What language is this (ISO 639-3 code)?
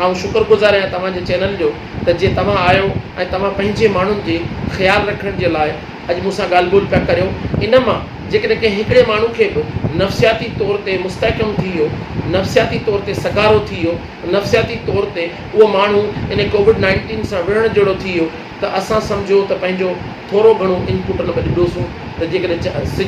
snd